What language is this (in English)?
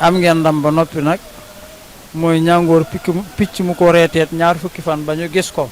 Wolof